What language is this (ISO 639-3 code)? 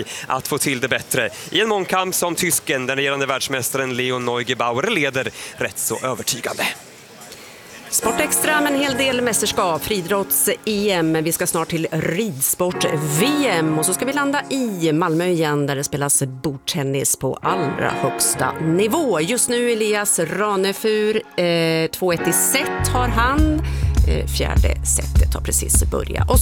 swe